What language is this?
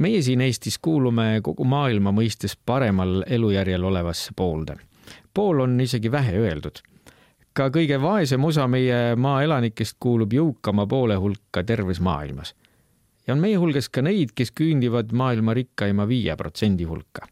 Estonian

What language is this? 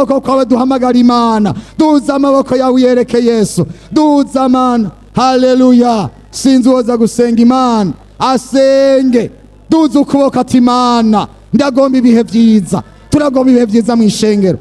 Rundi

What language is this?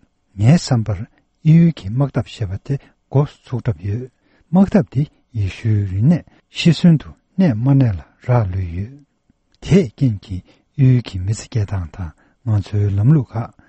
Tibetan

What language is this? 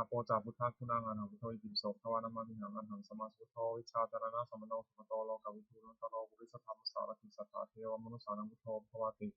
Pali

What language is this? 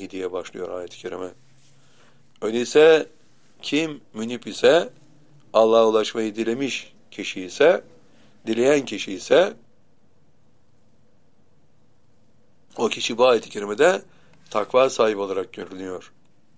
Turkish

